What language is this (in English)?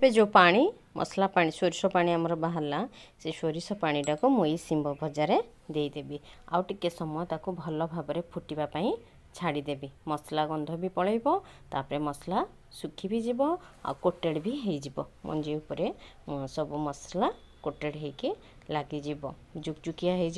Odia